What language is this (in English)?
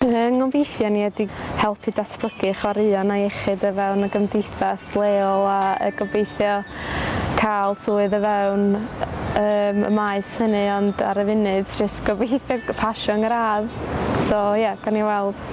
Welsh